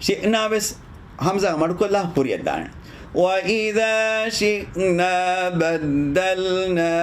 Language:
Divehi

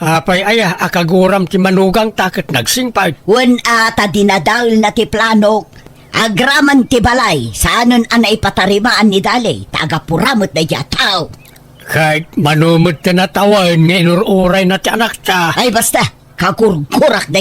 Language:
Iloko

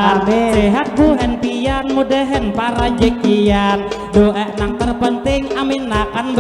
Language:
Banjar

